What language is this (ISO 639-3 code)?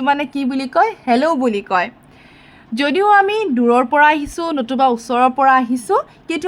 asm